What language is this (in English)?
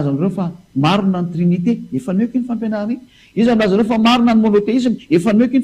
Malagasy